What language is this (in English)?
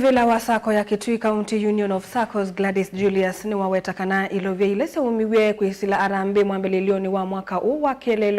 Kamba